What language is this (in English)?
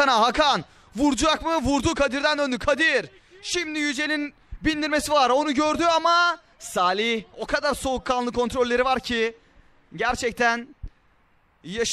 Turkish